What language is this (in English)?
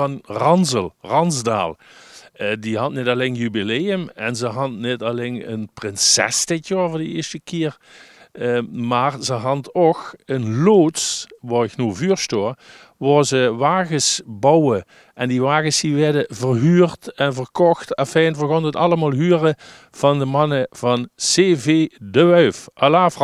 Limburgish